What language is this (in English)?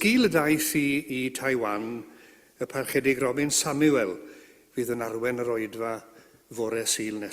Welsh